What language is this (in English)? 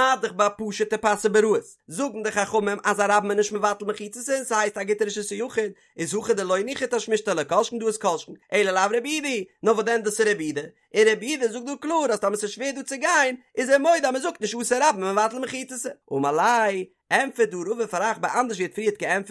Yiddish